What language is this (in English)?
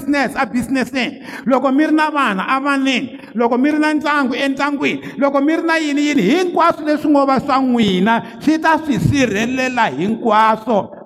Tsonga